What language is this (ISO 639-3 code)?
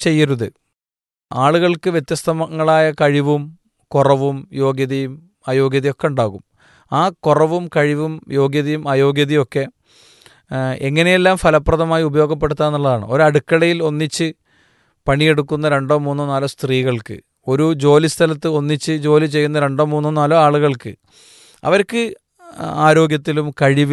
mal